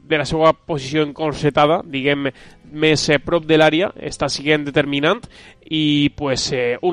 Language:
Catalan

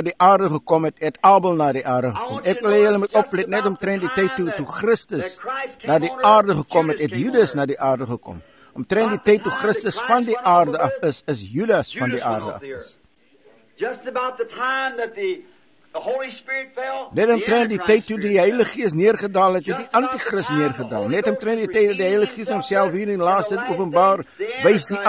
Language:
Afrikaans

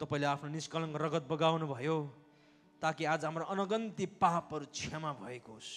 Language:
Nepali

